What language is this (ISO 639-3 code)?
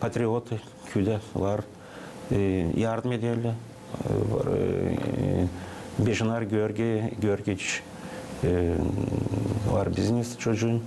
gag